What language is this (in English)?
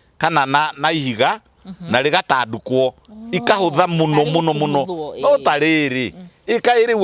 Kikuyu